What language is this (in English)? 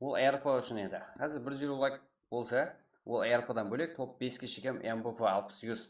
Kara-Kalpak